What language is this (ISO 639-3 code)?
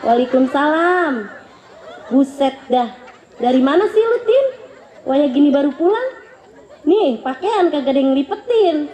bew